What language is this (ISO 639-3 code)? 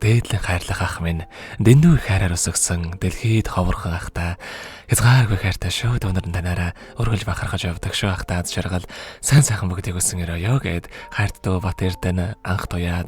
mon